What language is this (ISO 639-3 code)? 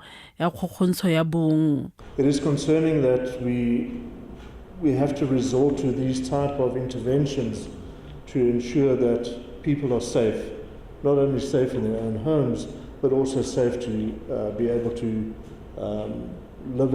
tsn